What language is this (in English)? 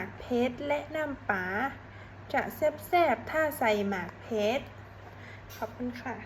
Lao